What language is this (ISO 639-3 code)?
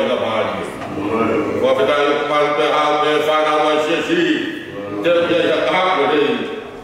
ton